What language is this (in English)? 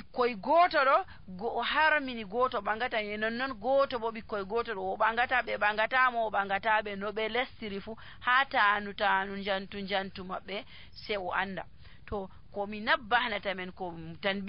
Nigerian Fulfulde